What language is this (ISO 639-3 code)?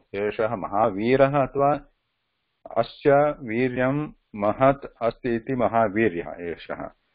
san